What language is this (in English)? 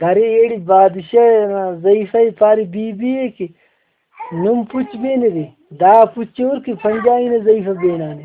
Brahui